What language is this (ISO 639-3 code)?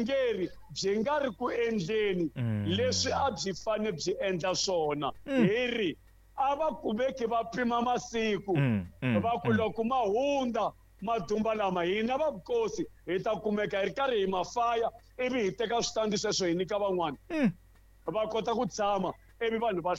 tso